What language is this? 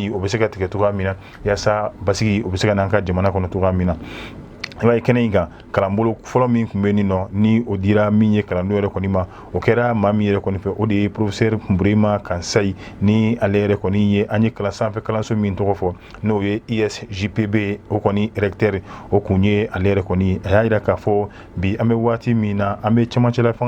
Bambara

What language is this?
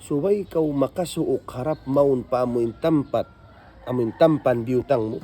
Tausug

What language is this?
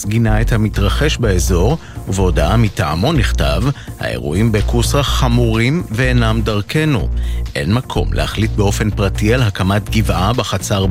Hebrew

